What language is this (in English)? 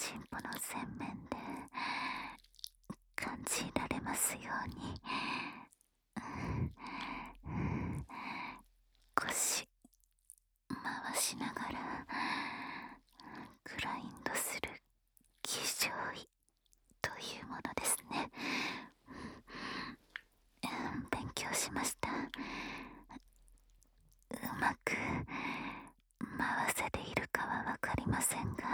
Japanese